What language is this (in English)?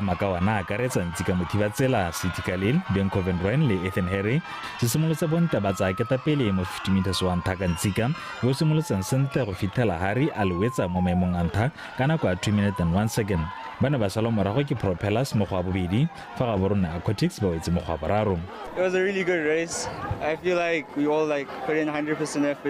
Tswana